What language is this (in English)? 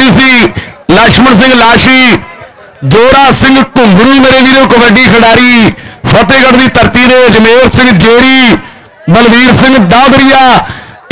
Punjabi